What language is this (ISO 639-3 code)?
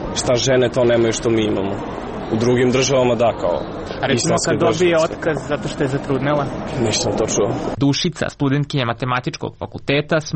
srp